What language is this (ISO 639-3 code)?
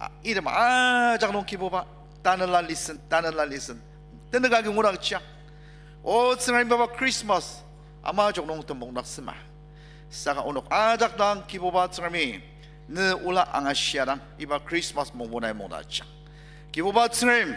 njo